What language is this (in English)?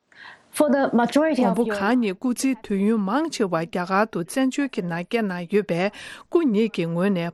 Tibetan